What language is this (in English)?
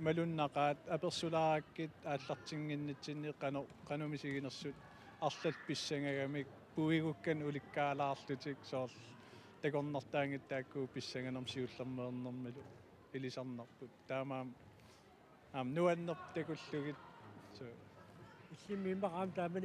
Kalaallisut